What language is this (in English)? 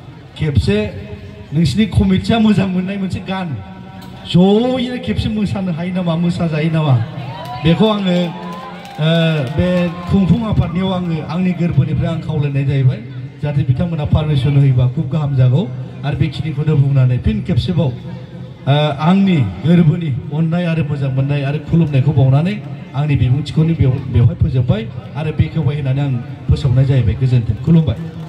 Bodo